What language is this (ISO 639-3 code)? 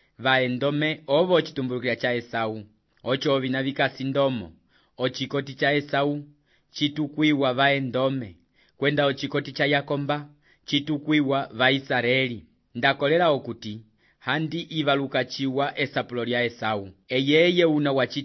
umb